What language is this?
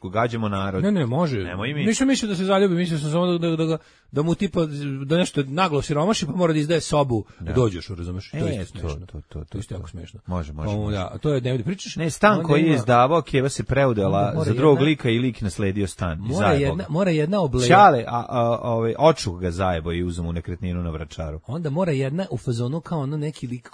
Serbian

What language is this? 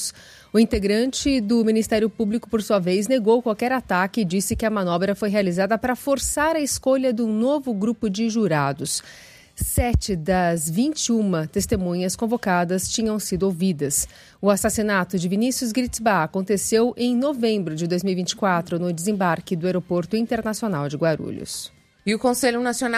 Portuguese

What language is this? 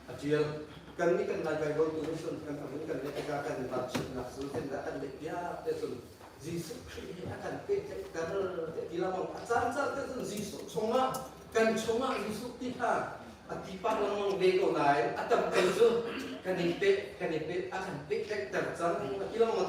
Hakha Chin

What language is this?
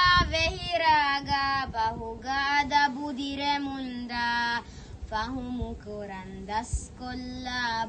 Divehi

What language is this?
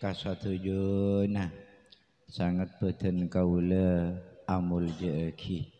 Madurese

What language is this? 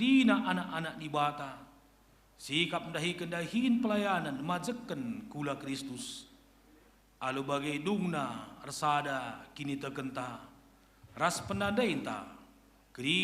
Batak Karo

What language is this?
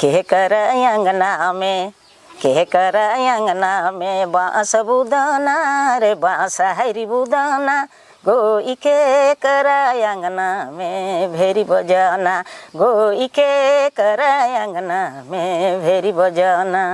Sadri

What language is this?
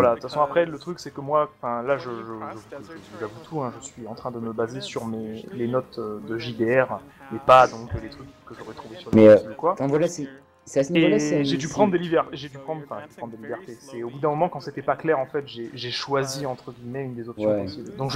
French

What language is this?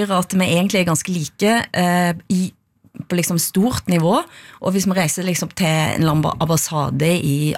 Norwegian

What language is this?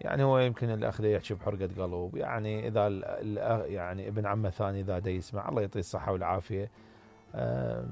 Mesopotamian Arabic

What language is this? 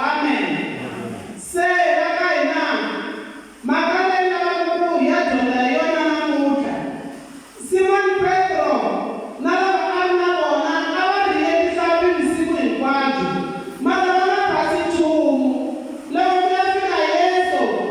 Tsonga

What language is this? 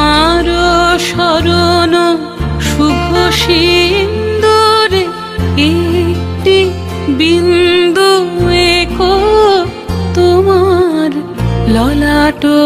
Bangla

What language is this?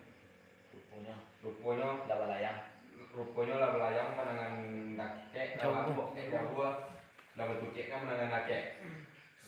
Minangkabau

